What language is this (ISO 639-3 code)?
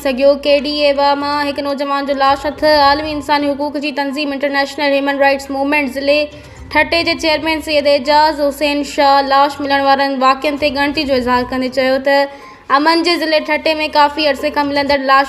snd